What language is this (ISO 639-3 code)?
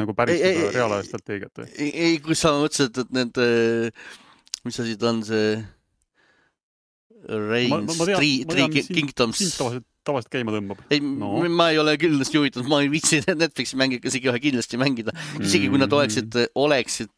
est